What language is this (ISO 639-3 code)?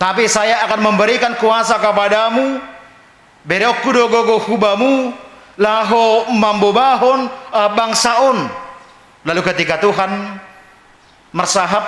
bts